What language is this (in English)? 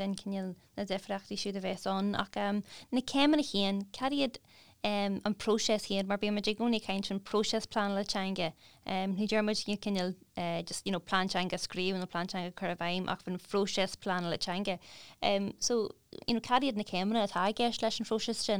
Irish